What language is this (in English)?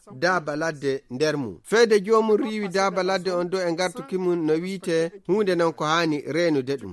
Nigerian Fulfulde